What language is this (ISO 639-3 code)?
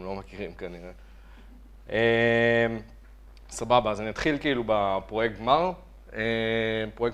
heb